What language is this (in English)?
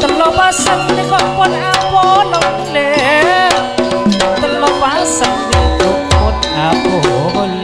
Madurese